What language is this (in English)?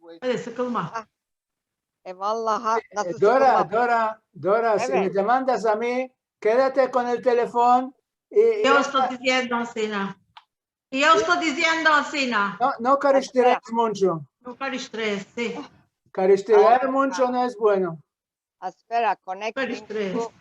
Ladino